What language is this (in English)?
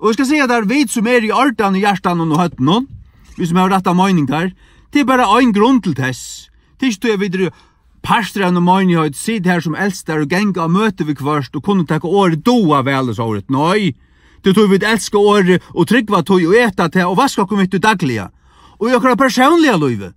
Faroese